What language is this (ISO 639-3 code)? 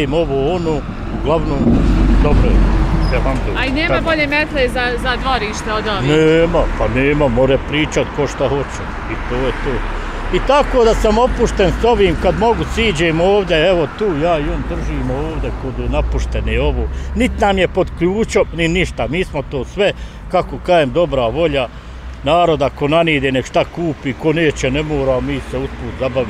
bos